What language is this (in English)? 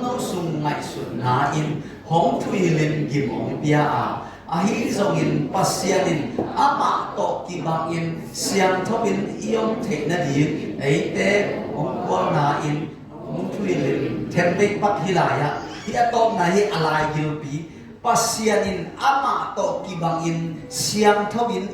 Tedim Chin